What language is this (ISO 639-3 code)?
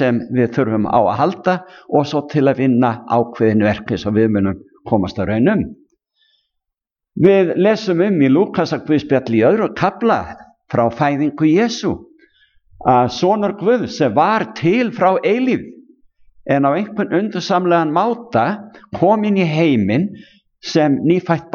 isl